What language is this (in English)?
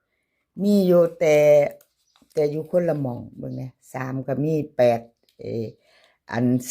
Northeastern Thai